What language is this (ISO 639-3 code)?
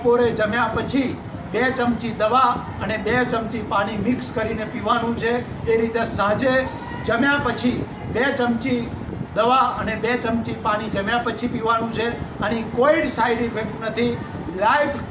guj